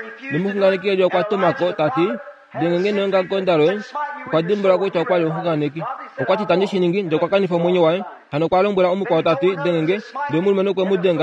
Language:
Kuanyama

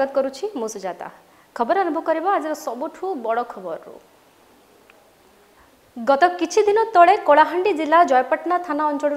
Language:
Odia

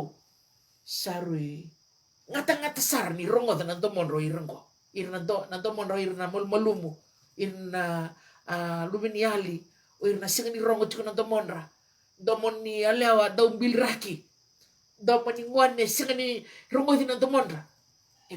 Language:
Fijian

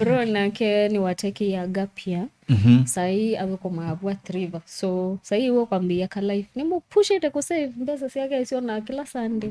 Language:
Kamba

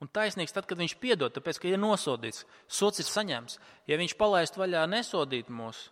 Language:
Latvian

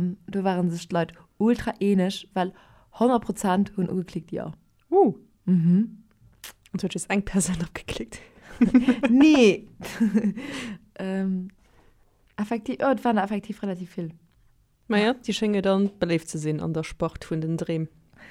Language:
Luxembourgish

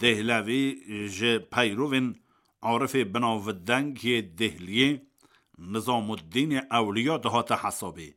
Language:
Kurdish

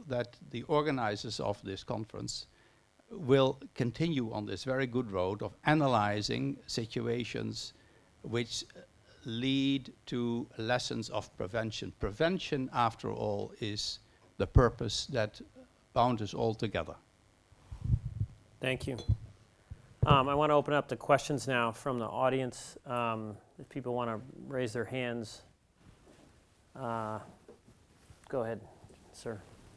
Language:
English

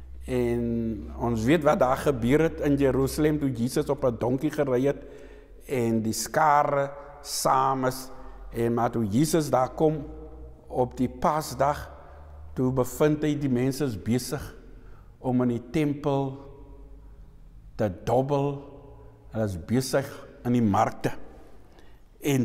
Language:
Afrikaans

